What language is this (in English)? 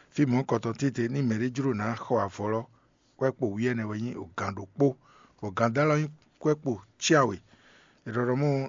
Fon